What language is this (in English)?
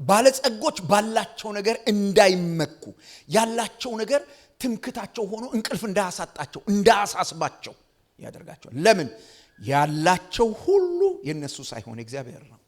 Amharic